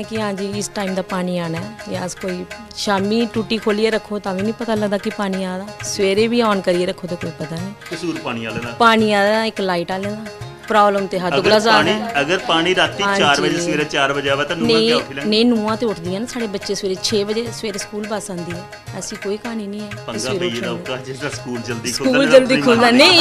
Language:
Dogri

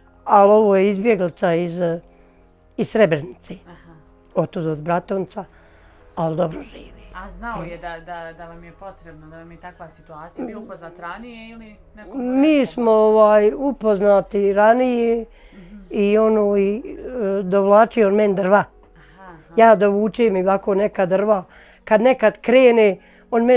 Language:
Bosnian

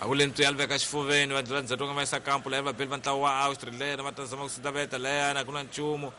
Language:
Tsonga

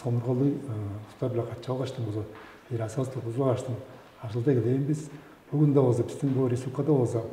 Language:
Tuvinian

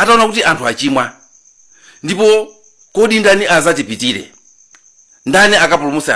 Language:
Nyanja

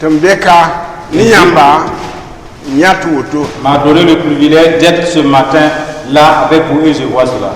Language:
Mossi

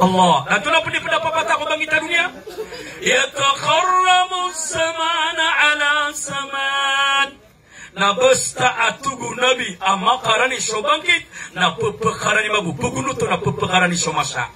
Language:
Maranao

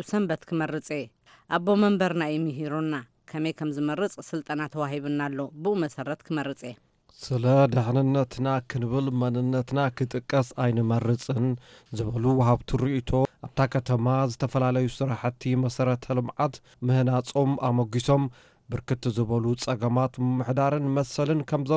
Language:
Tigrinya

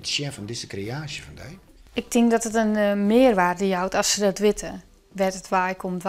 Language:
Western Frisian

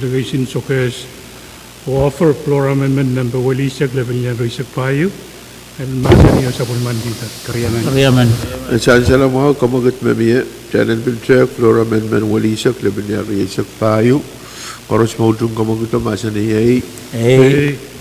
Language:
Pohnpeian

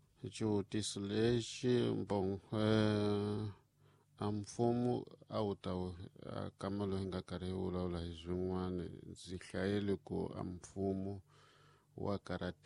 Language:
Tsonga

